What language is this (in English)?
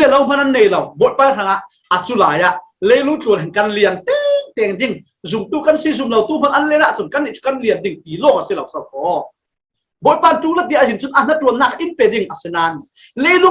Falam Chin